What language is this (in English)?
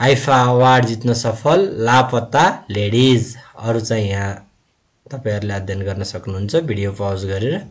Nepali